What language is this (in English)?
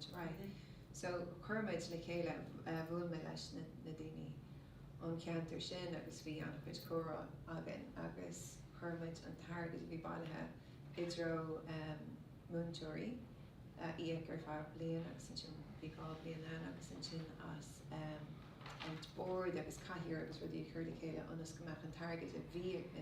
Irish